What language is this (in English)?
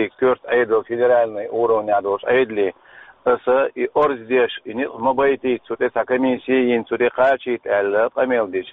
Chechen